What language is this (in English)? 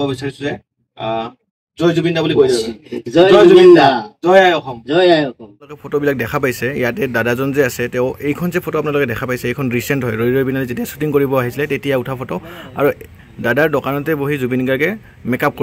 Assamese